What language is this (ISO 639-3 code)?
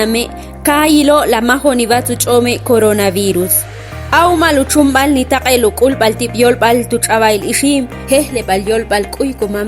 ixl